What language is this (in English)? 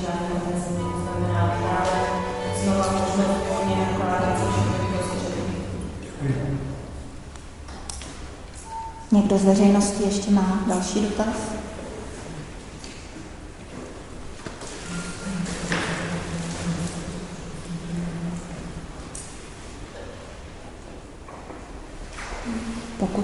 Czech